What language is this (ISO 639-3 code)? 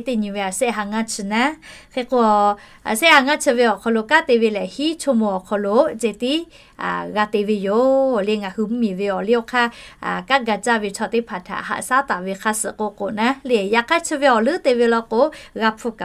lhu